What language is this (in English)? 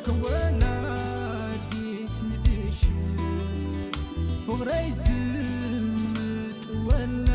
Tigrinya